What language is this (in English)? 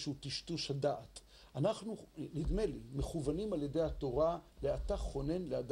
Hebrew